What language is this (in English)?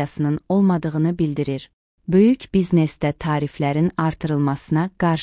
Azerbaijani